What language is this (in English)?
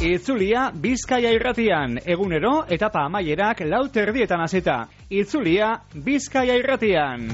Basque